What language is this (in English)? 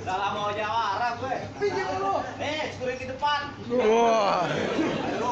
Betawi